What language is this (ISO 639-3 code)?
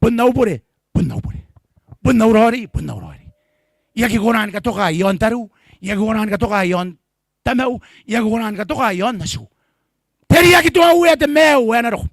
gil